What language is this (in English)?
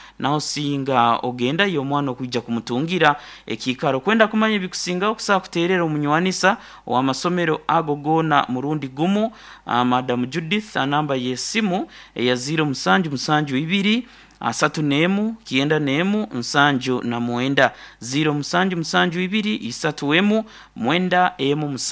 Nyankole